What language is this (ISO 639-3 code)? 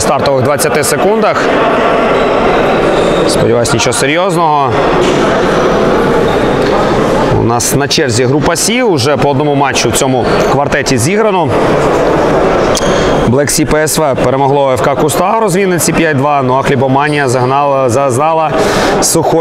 ukr